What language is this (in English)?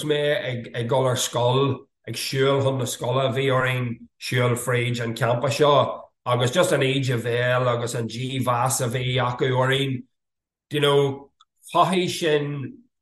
Irish